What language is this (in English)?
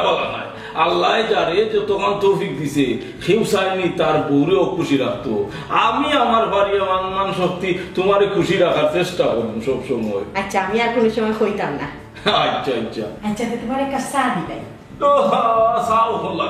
Sylheti